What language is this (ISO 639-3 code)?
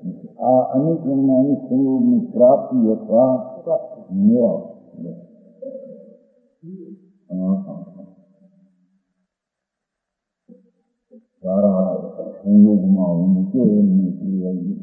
guj